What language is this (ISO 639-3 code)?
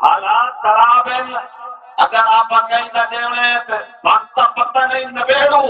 skr